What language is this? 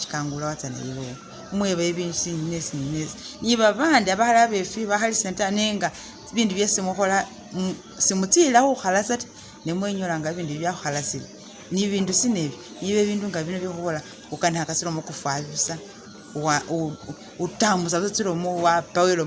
Masaaba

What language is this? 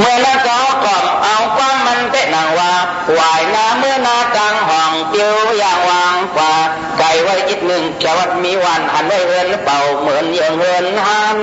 Shan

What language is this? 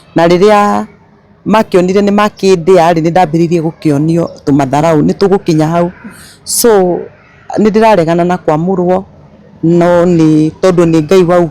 Kikuyu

